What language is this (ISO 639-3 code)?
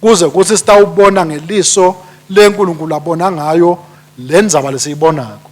ssw